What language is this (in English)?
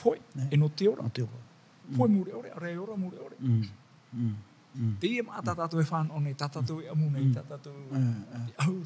Tahitian